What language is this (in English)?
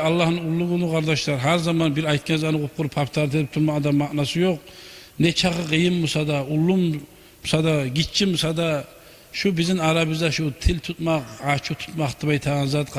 Kumyk